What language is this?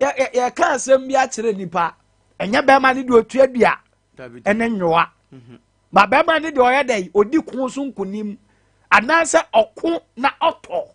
Akan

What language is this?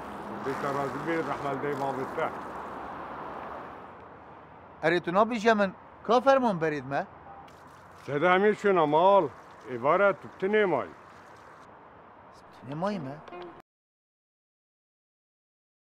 Kurdish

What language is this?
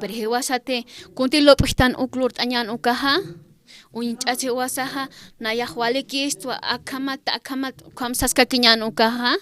Aymara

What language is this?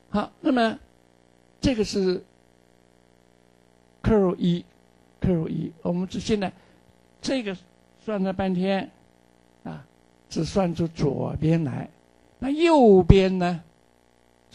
Chinese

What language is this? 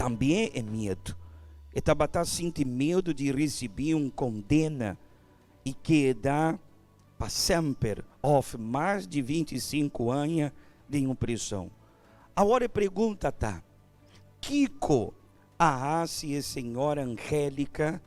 Papiamento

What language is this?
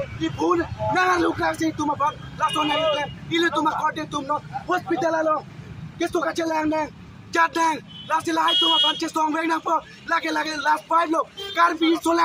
Karbi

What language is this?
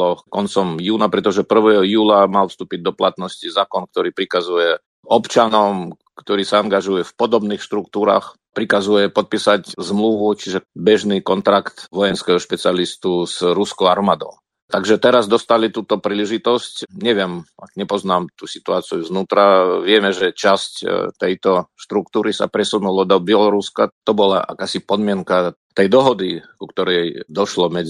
Slovak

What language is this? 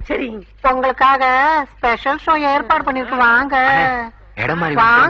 Tamil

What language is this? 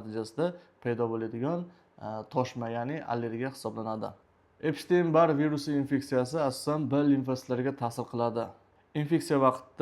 Uzbek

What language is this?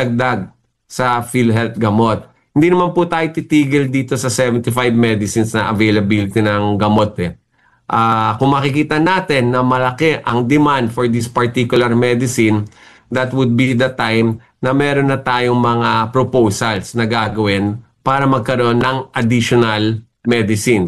Filipino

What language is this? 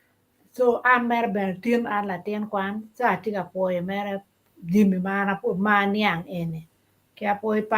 Acoli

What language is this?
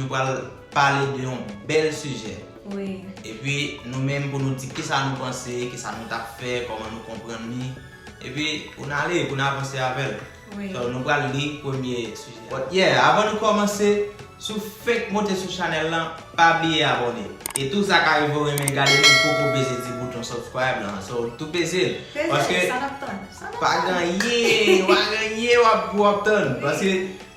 Haitian Creole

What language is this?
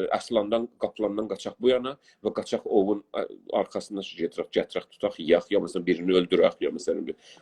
South Azerbaijani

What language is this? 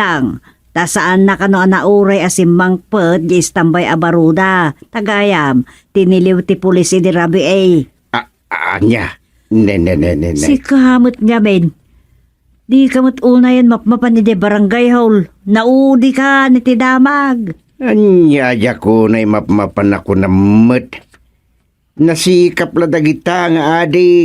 Iloko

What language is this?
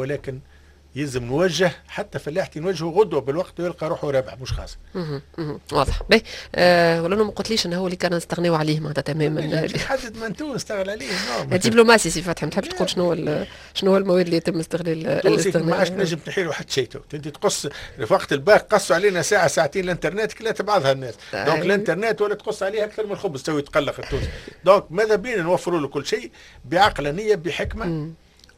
Tunisian Arabic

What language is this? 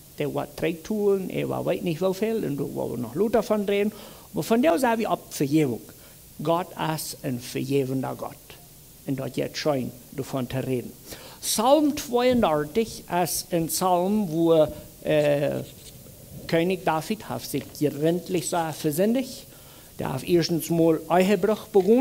Plautdietsch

